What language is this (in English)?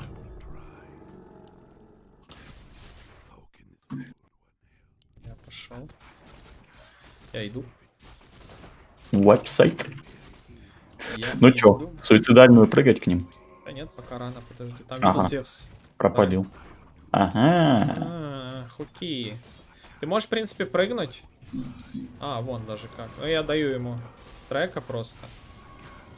Russian